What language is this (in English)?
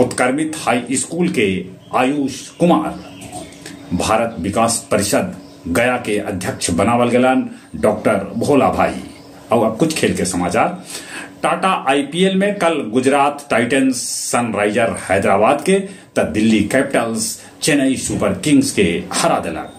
Magahi